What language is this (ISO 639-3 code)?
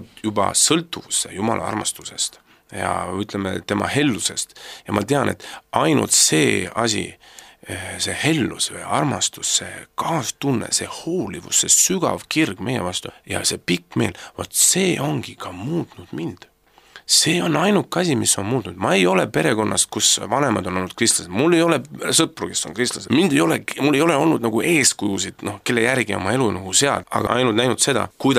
est